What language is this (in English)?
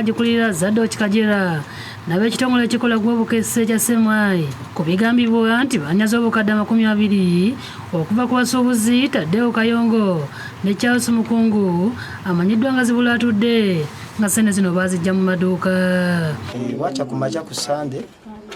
Ganda